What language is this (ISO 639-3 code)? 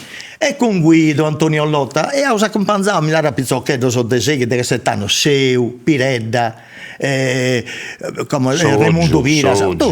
srd